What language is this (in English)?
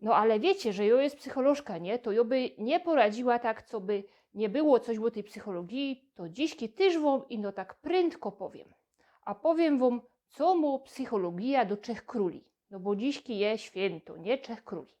Silesian